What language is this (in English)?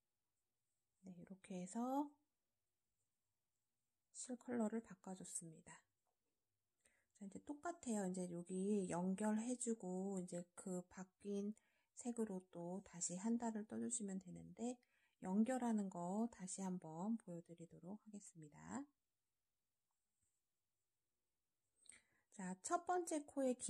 Korean